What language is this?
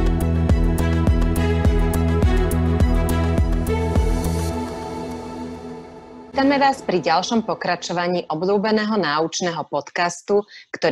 Slovak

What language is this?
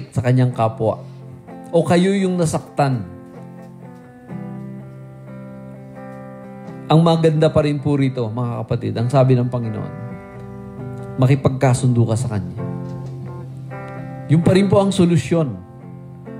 Filipino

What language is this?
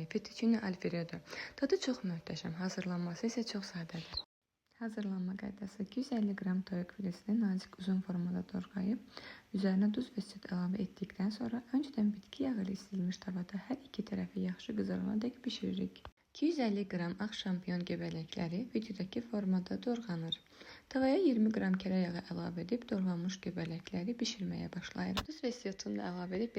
Azerbaijani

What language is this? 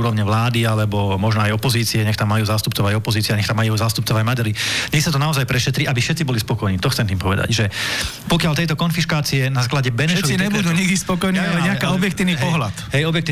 Slovak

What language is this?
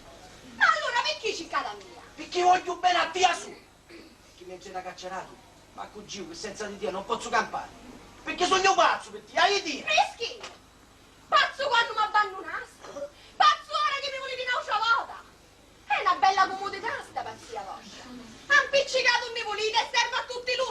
Sicilian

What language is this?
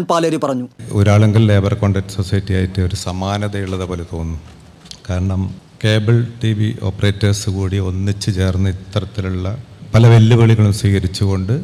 Malayalam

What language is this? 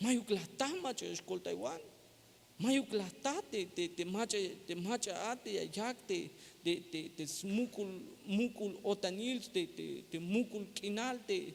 Tzeltal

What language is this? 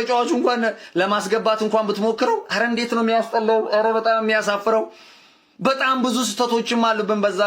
Amharic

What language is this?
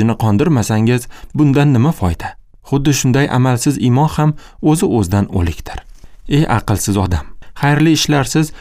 Uzbek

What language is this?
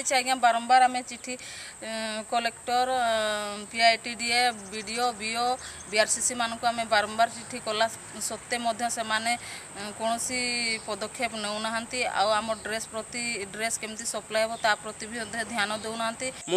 Odia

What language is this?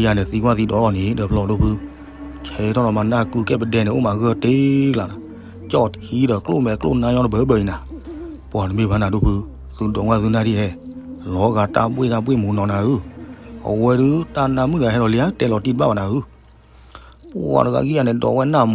S'gaw Karen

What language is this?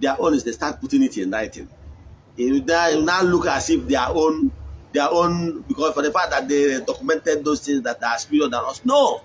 Igbo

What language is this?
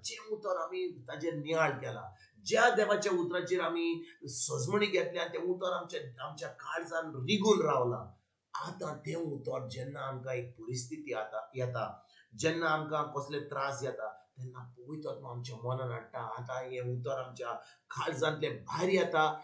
Konkani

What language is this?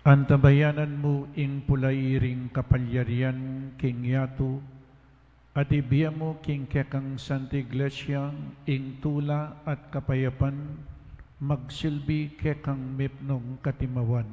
Pampanga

